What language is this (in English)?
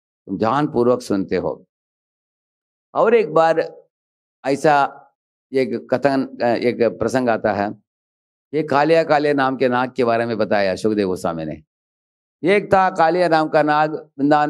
Hindi